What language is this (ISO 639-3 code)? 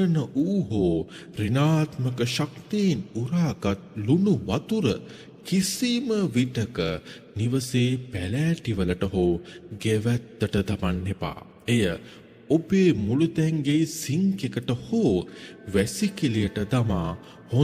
sin